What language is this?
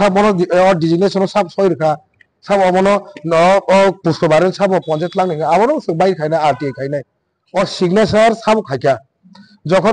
Kok Borok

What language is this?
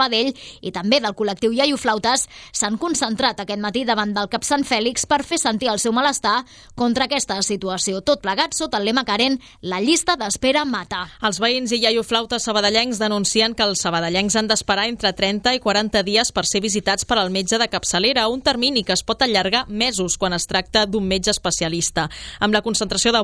Catalan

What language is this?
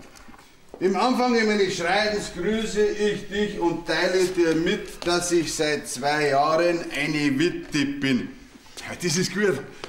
Bavarian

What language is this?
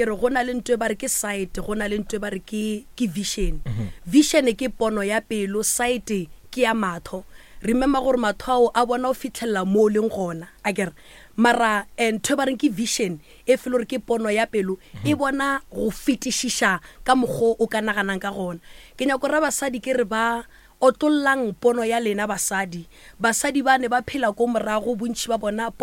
Northern Sotho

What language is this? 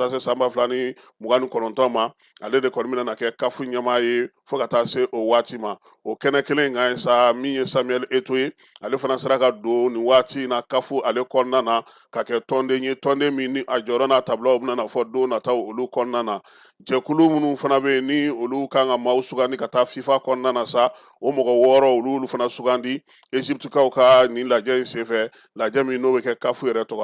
Bambara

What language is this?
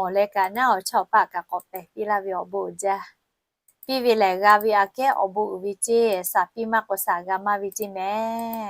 Lahu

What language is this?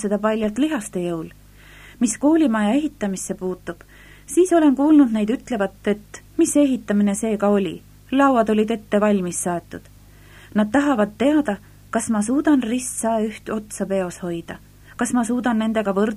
Estonian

